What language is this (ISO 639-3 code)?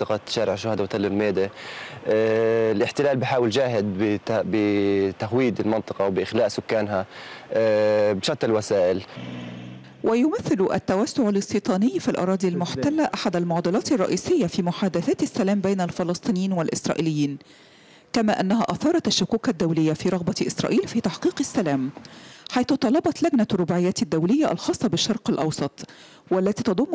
ara